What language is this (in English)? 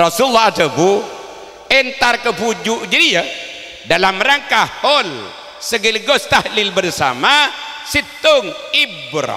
Madurese